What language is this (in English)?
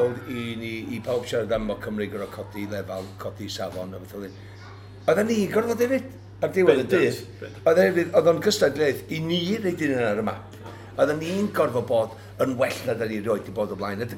Welsh